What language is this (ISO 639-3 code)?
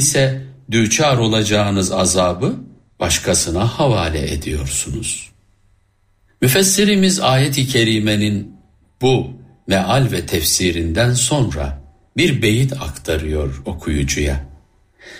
tur